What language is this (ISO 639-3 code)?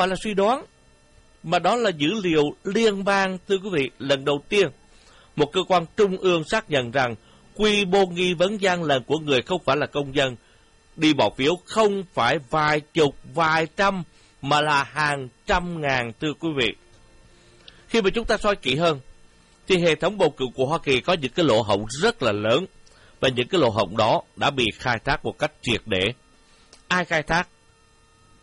vie